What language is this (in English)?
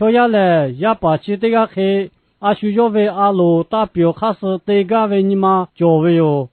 Lahu